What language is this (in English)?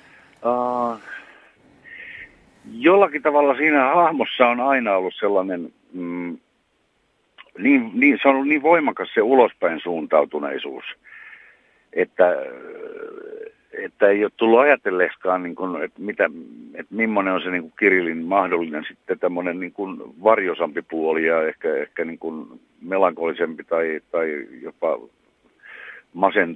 Finnish